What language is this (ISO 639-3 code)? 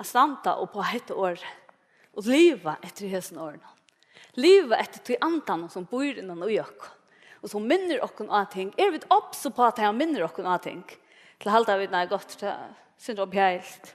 fao